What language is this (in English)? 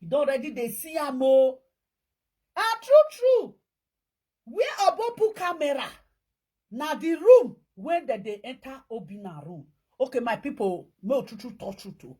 Nigerian Pidgin